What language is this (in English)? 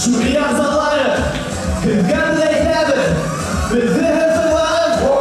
Bashkir